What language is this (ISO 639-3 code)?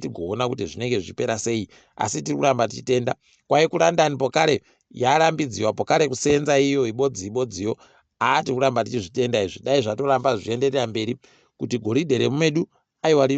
ndc